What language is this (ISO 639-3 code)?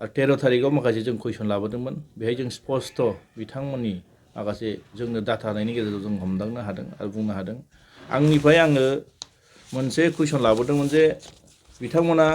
brx